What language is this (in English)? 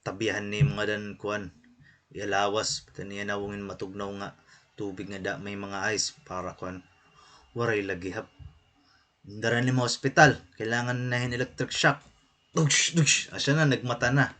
Waray